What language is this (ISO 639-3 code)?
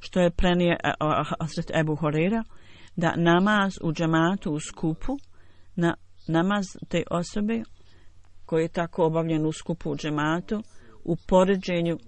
bos